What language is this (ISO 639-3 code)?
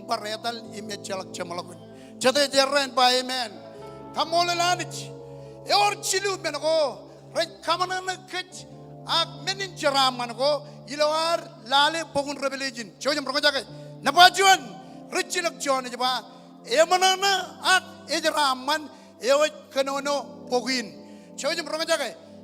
mah